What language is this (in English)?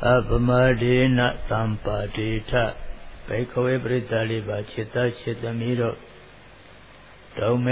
Burmese